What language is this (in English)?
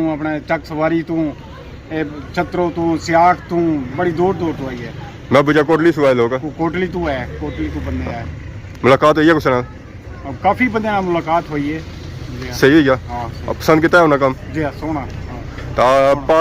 Pahari-Potwari